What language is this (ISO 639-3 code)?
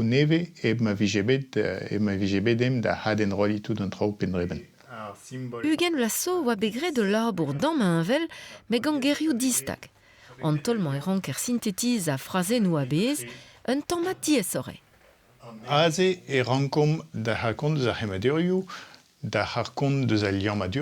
bre